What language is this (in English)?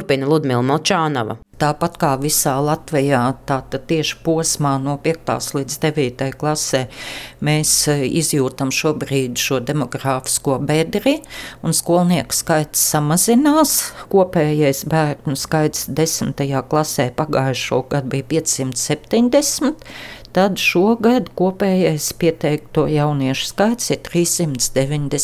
Latvian